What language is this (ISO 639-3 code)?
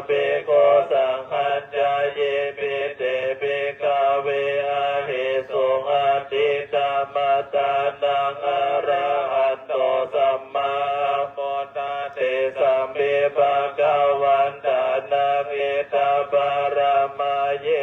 pli